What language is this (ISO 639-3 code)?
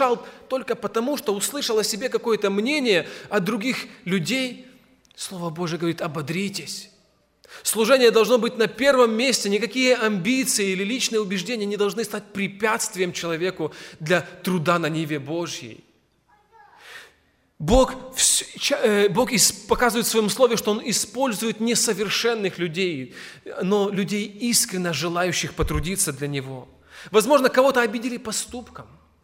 rus